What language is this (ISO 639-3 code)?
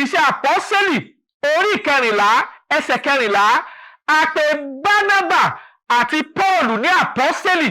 yor